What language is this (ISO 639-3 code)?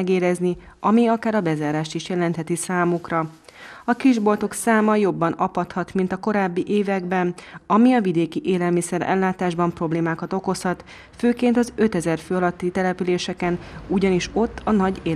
hun